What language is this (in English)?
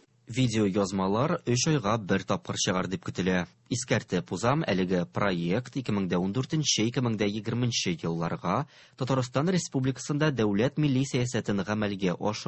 Tatar